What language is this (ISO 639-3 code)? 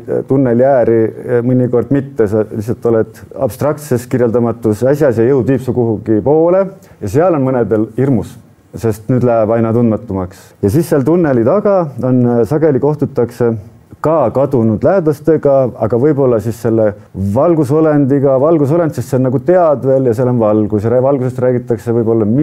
est